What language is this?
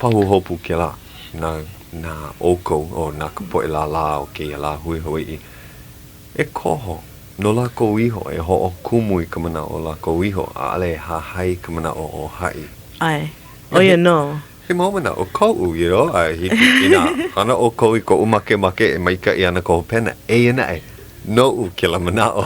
Hawaiian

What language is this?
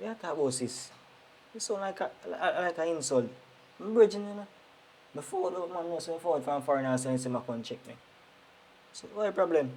Jamaican Creole English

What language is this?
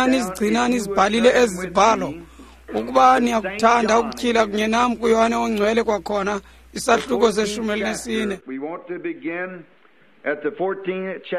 Xhosa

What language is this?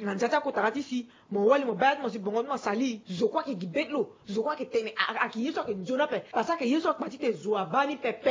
Sango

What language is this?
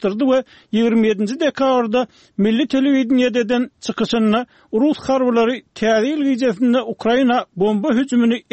Turkmen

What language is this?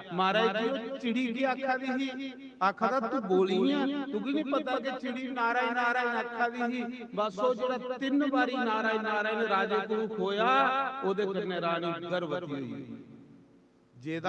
Dogri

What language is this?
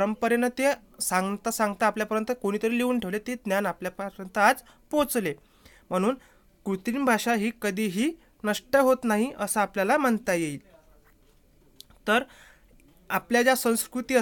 Marathi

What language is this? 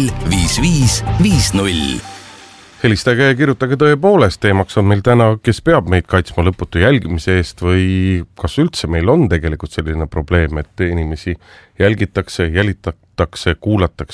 Estonian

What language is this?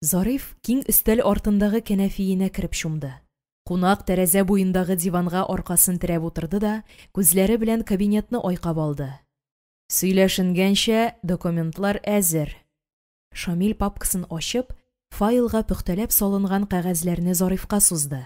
Tatar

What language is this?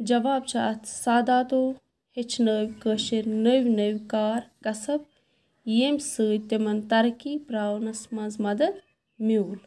Kashmiri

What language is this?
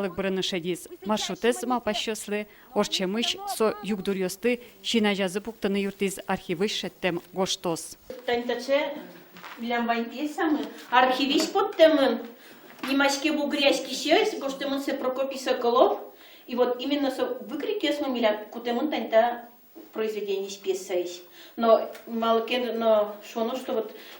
Udmurt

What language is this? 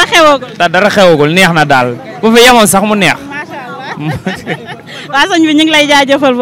Wolof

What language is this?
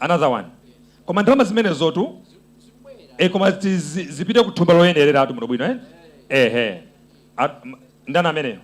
Nyanja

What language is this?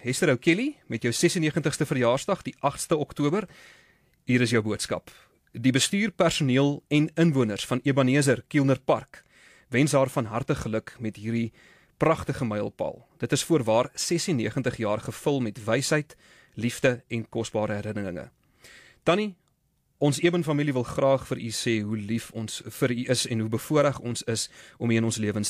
Afrikaans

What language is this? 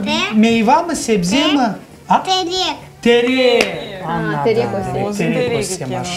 Crimean Tatar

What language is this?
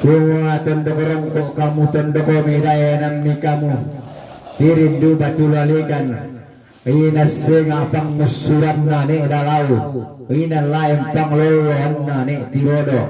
Toraja-Sa'dan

